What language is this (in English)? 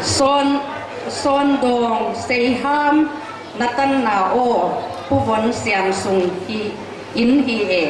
Paite Chin